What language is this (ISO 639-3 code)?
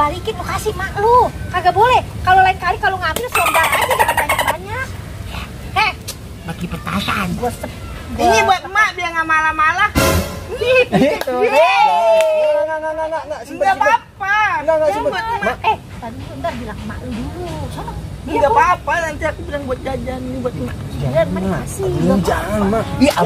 bew